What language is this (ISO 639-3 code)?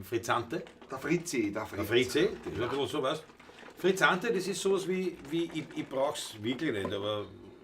bar